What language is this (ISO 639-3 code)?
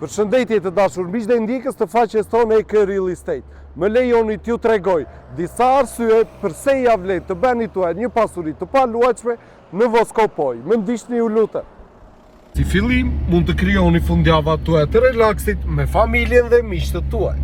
sqi